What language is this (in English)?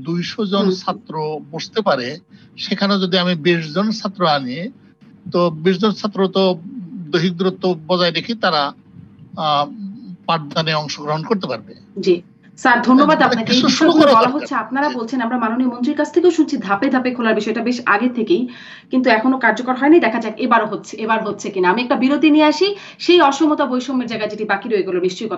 Bangla